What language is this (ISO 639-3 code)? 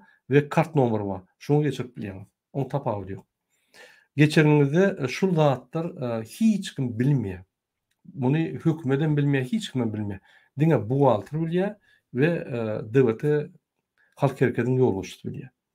tuk